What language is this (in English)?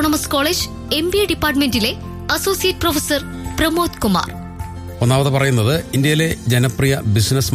Malayalam